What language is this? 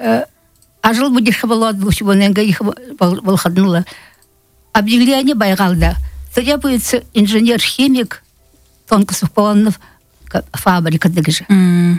Buriat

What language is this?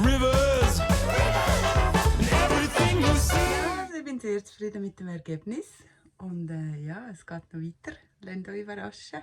Swiss German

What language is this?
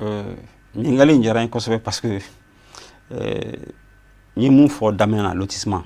Bambara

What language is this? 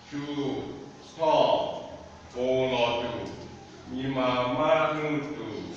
Lahu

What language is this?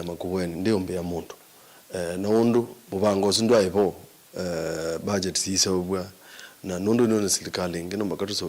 Kamba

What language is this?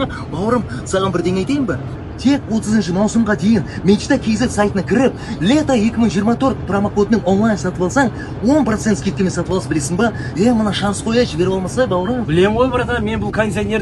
Kazakh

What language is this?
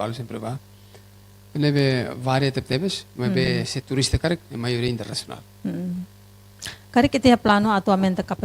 Tetum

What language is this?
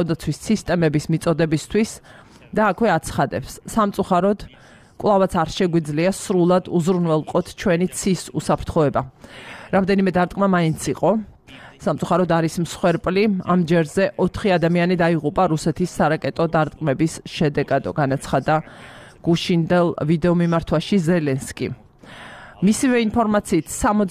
Georgian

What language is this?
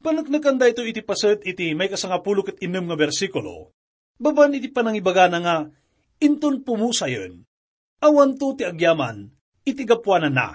Iloko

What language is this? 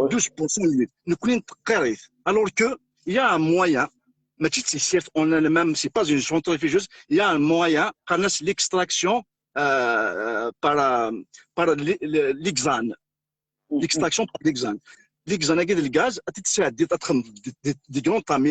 Kabyle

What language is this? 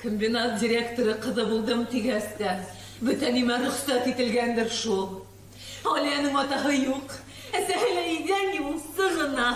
Bashkir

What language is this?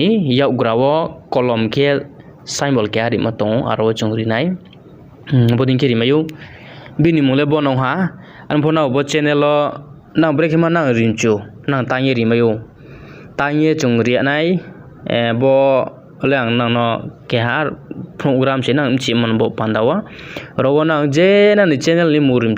Riang (India)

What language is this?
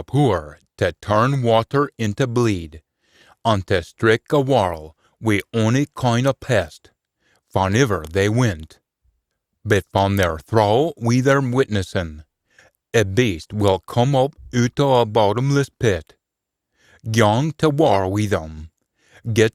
Scots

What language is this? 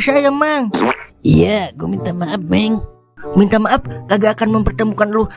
Betawi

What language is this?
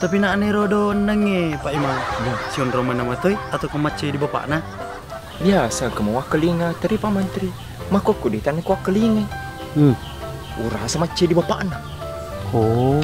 Buginese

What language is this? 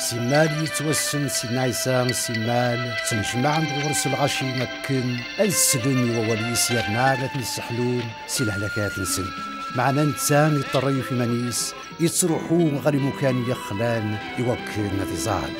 Kabyle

